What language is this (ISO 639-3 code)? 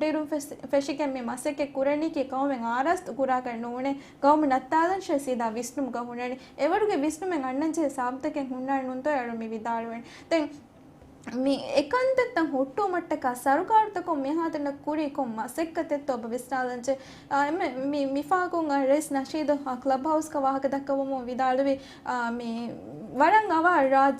div